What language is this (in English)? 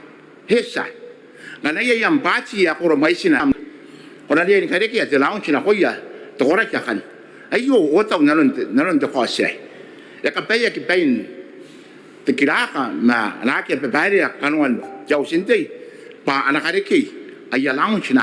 Gilbertese